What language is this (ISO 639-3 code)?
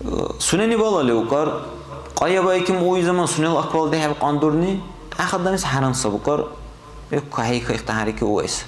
dar